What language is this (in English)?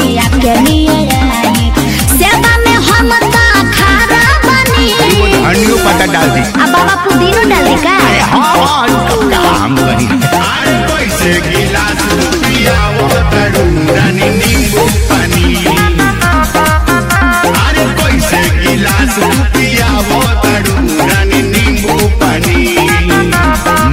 Bhojpuri